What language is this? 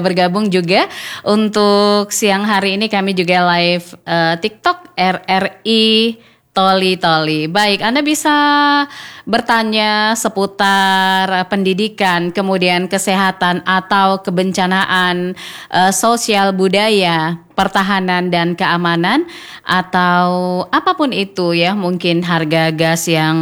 Indonesian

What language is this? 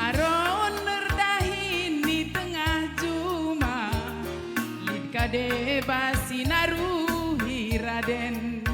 Batak Karo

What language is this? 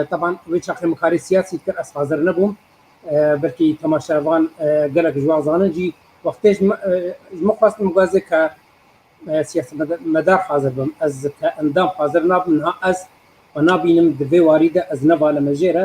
Kurdish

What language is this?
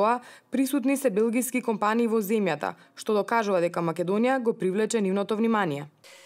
Macedonian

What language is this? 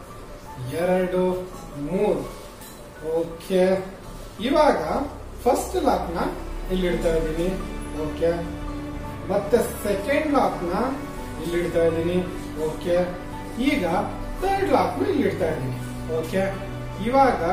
Kannada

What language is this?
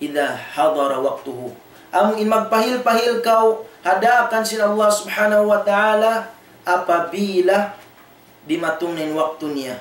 Tausug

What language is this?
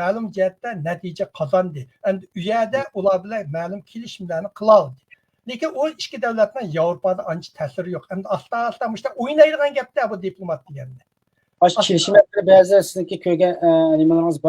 Uyghur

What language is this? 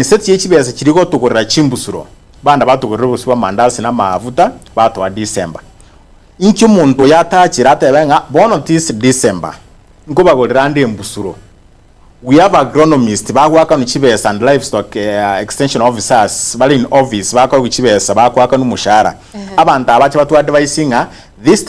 Gusii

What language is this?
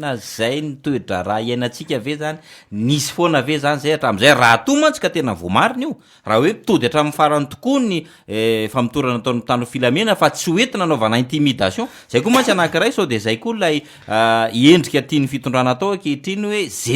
Malagasy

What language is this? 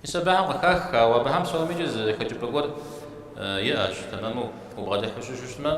Kabardian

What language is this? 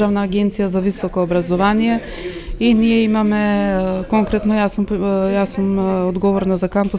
Macedonian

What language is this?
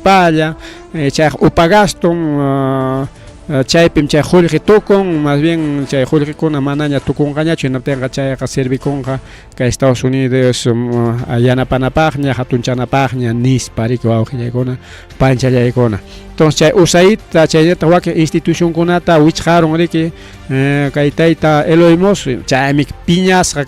Ayacucho Quechua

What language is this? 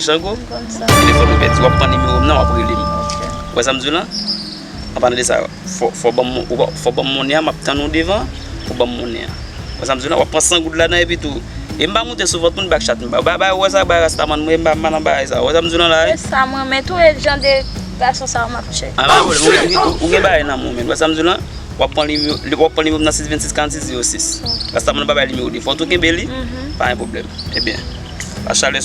Haitian Creole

